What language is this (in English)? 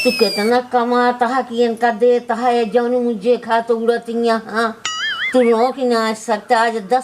Awadhi